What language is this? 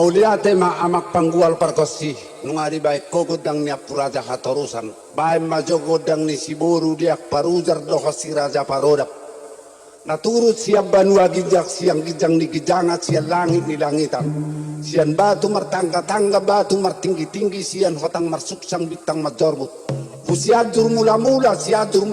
Batak Toba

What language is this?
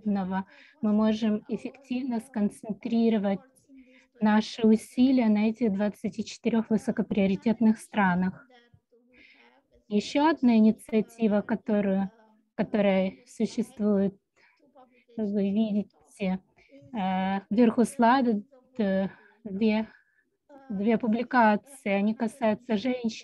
Russian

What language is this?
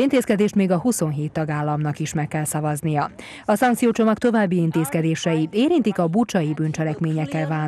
Hungarian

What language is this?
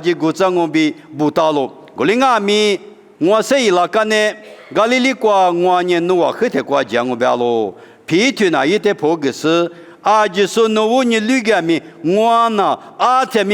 Lisu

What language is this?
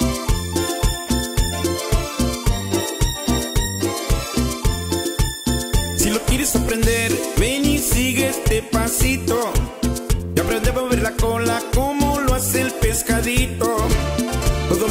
Spanish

